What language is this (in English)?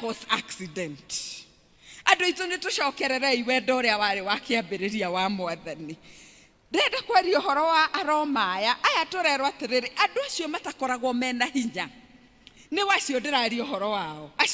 Kikuyu